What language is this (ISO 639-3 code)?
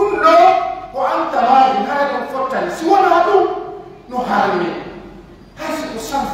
ful